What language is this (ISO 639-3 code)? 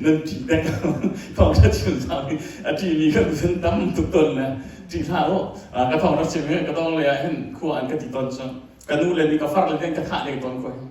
cnh